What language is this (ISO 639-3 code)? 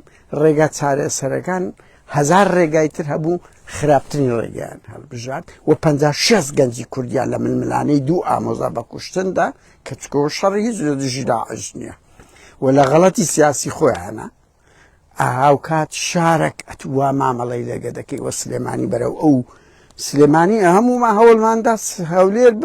ckb